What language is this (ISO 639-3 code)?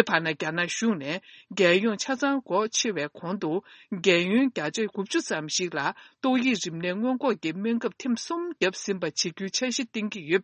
bod